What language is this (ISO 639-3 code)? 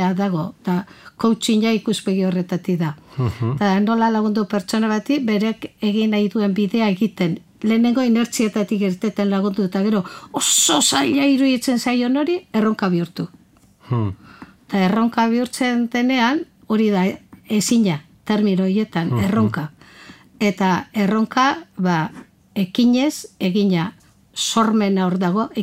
eus